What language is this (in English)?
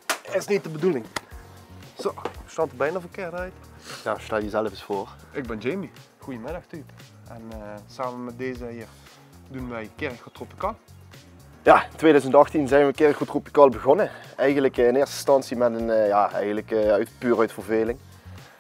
Limburgish